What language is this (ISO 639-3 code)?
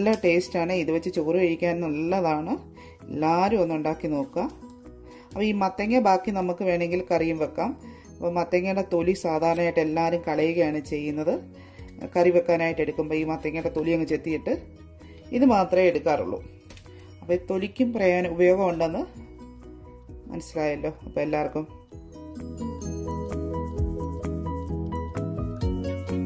mal